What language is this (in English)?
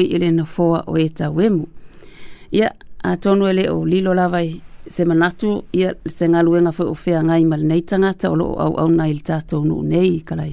Samoan